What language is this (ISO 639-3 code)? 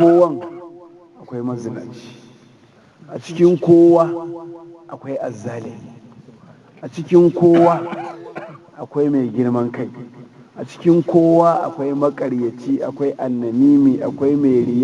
hau